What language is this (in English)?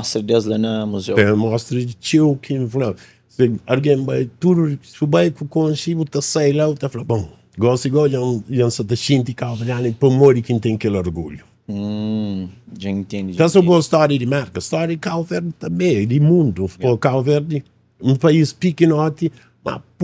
Kabuverdianu